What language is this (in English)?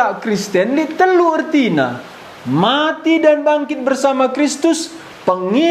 Batak Karo